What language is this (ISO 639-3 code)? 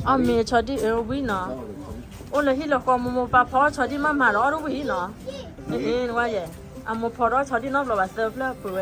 ksw